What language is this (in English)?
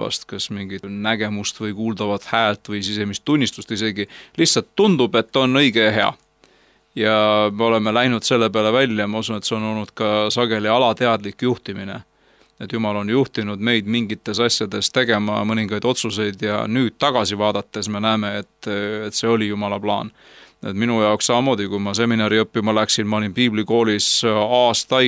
Estonian